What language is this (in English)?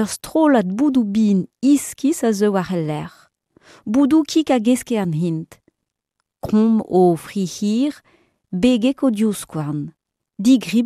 Breton